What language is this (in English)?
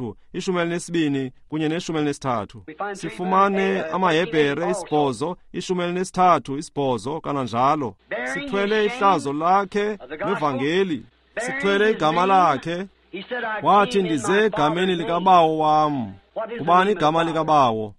Xhosa